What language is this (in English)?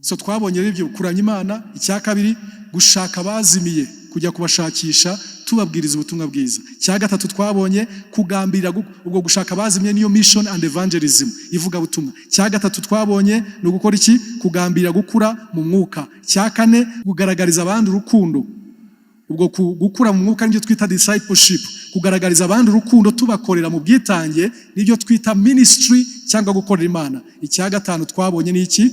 Kinyarwanda